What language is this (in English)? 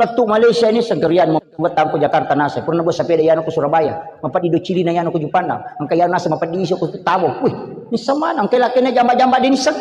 Buginese